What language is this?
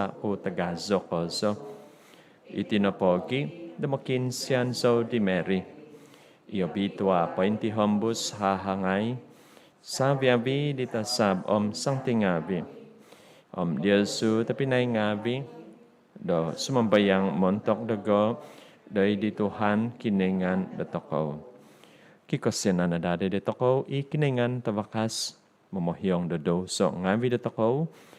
Central Dusun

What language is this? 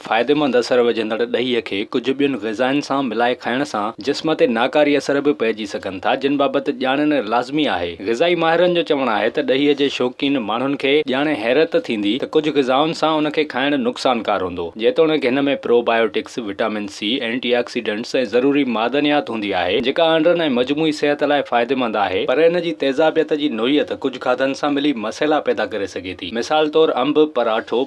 Sindhi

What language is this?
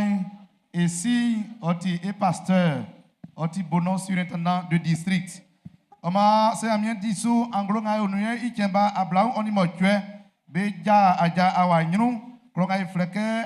Baoulé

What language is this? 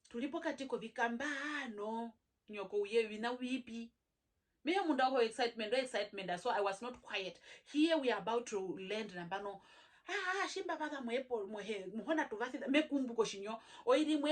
Herero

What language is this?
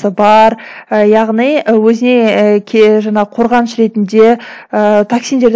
Kazakh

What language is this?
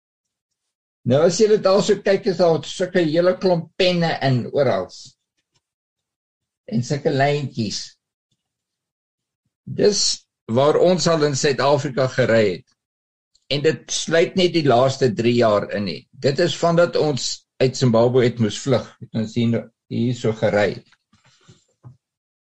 Afrikaans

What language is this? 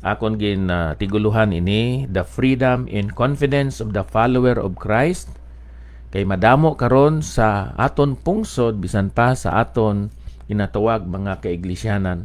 Hiligaynon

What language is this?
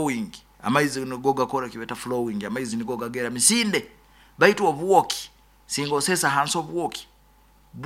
Nyoro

